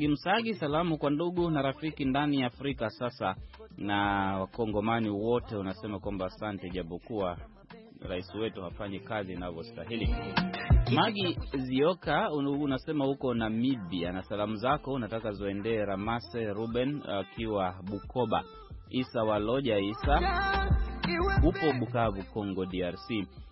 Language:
Swahili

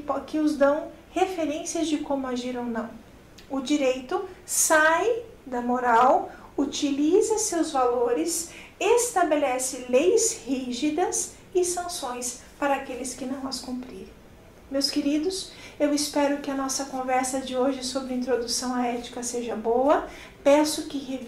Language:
Portuguese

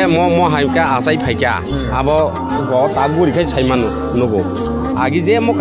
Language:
Kok Borok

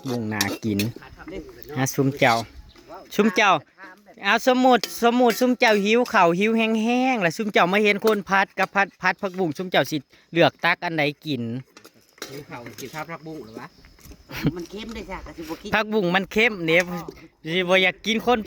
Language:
Northeastern Thai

